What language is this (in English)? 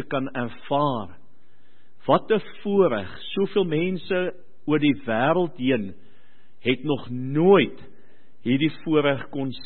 Afrikaans